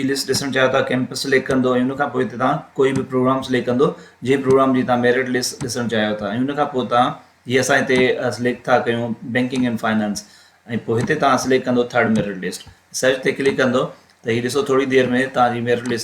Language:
Sindhi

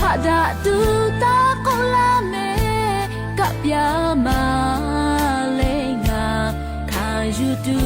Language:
Lahu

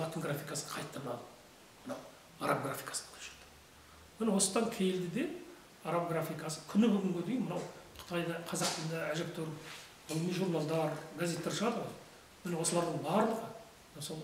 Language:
Kazakh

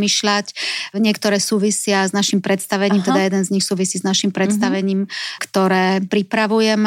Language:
Slovak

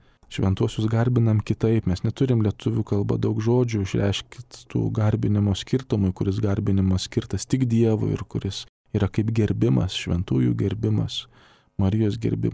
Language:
Lithuanian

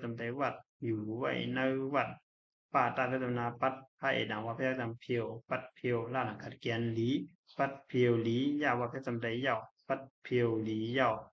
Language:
Shan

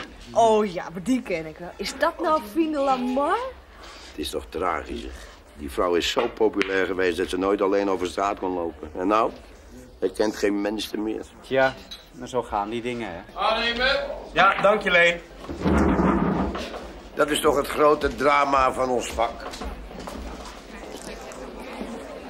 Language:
Dutch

